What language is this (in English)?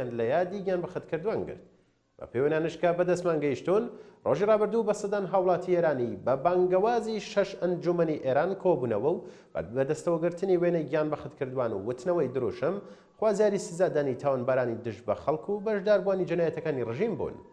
Central Kurdish